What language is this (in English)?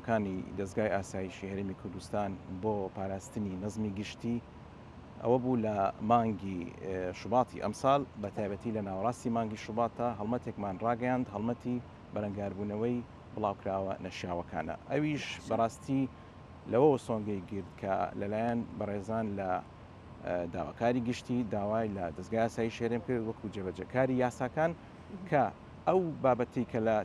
Central Kurdish